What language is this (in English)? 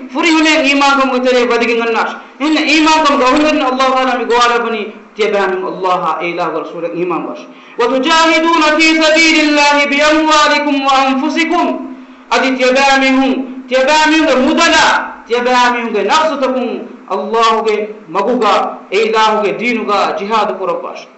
Divehi